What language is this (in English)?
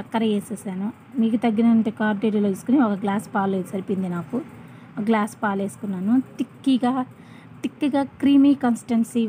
Telugu